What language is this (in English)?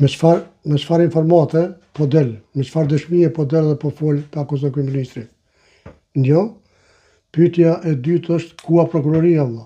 Albanian